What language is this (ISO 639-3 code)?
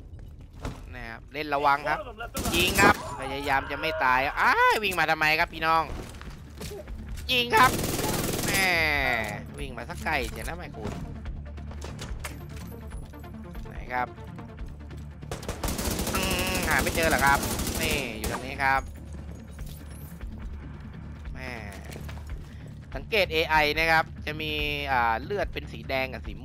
tha